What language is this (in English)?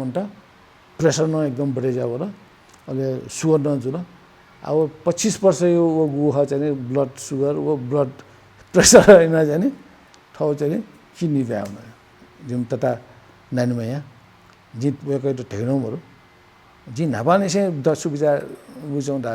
Newari